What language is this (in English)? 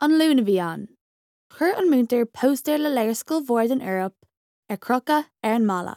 Irish